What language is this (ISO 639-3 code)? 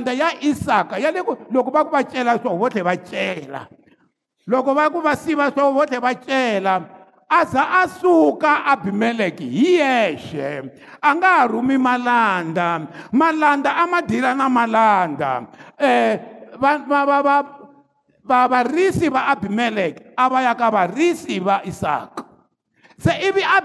tso